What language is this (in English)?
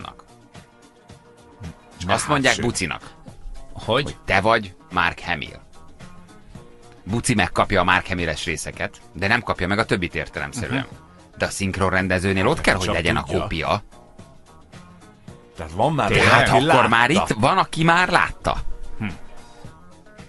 Hungarian